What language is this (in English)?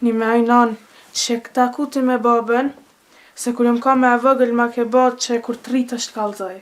Albanian